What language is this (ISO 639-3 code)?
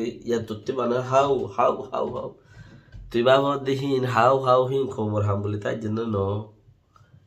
rhg